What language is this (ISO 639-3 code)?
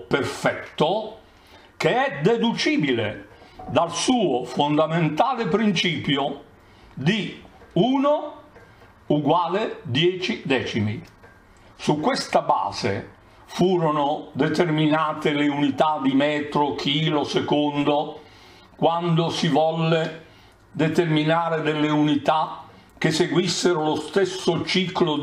ita